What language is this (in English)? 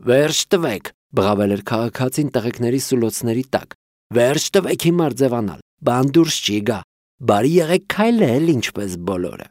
Armenian